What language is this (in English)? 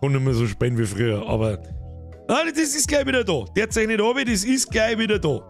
Bavarian